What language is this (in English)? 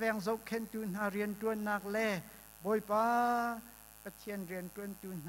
Hakha Chin